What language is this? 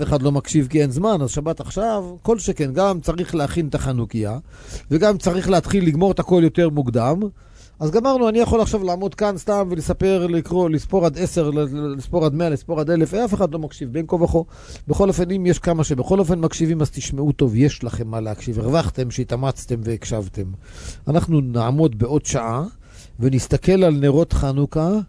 Hebrew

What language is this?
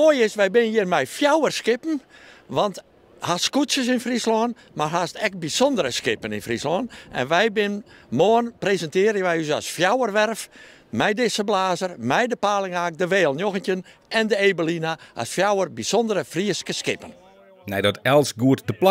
Western Frisian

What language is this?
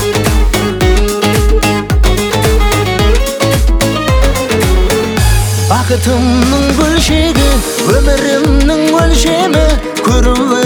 Kazakh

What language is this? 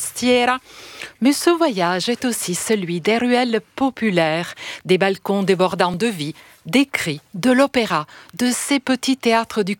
French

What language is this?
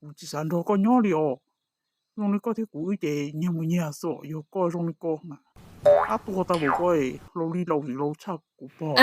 Hmong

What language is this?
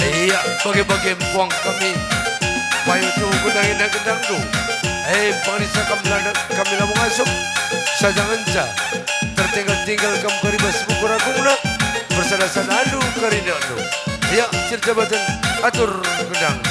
Batak Karo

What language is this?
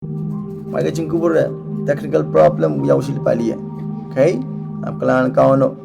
Pohnpeian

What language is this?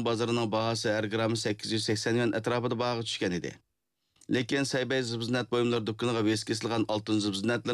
Uyghur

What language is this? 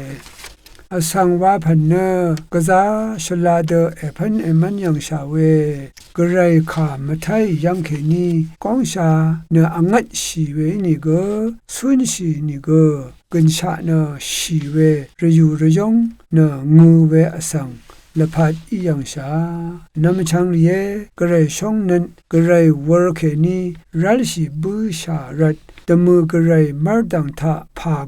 Rawang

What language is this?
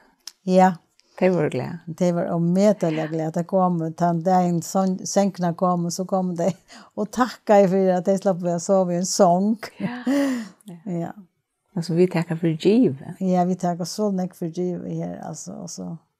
Faroese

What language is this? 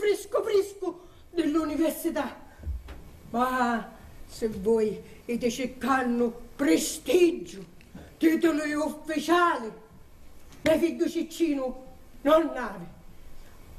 Sicilian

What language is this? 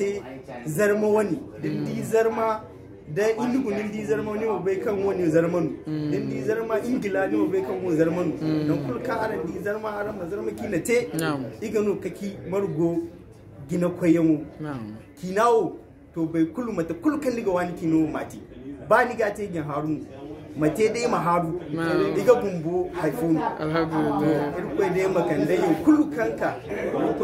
Zarma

